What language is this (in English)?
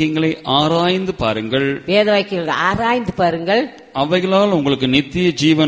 Tamil